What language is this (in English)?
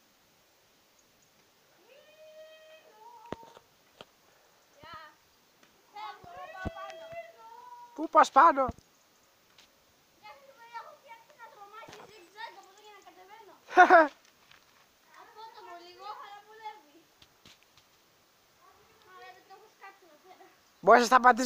Greek